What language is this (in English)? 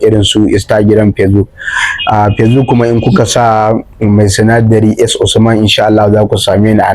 Hausa